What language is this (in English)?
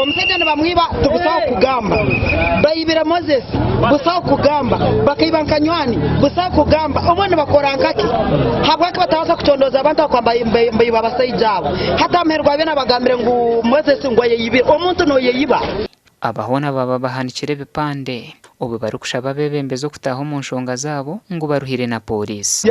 Nyankole